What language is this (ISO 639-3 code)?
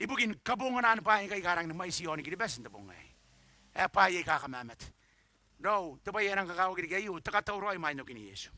gil